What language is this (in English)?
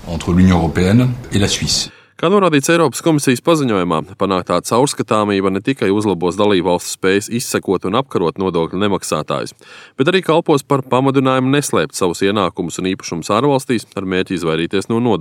Latvian